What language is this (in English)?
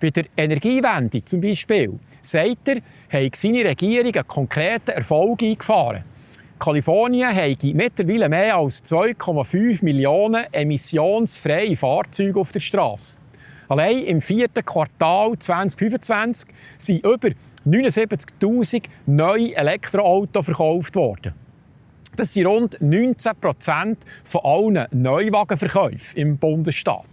Swiss German